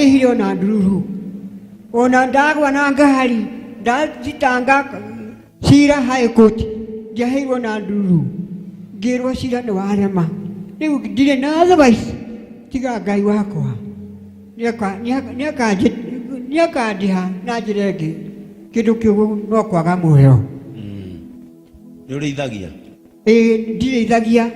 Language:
Kikuyu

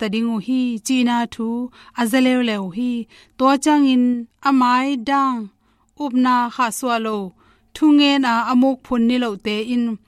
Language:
Tedim Chin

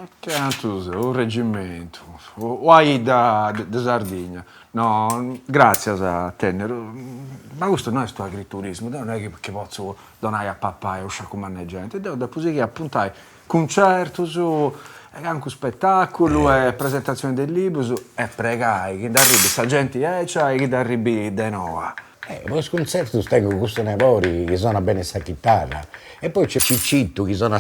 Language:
Sardinian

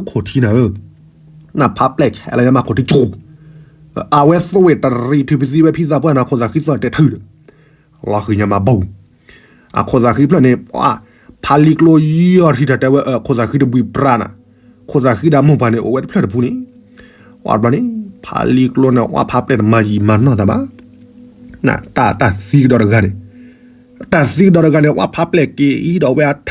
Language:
S'gaw Karen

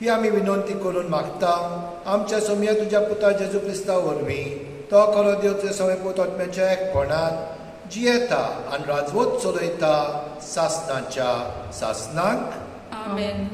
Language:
Konkani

